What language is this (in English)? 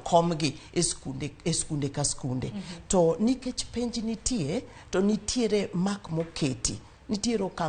Luo (Kenya and Tanzania)